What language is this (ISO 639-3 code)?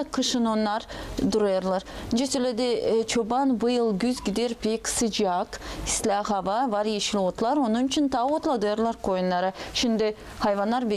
gag